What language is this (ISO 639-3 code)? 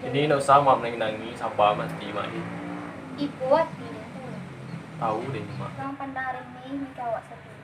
min